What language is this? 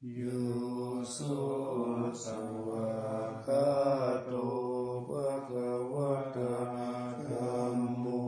Pali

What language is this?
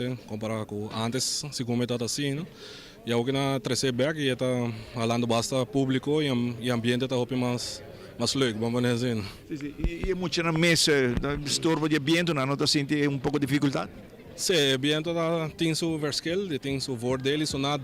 Papiamento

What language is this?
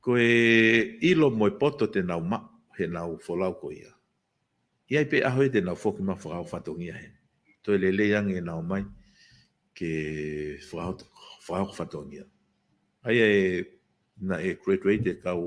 Tongan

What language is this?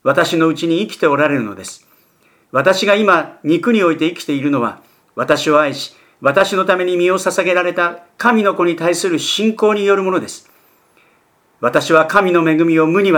Japanese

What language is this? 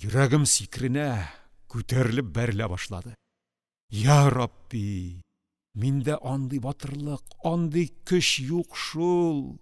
Tatar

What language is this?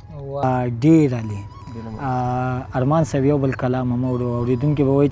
Pashto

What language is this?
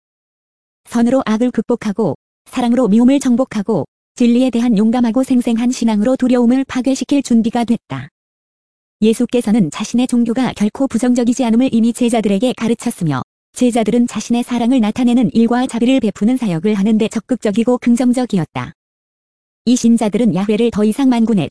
Korean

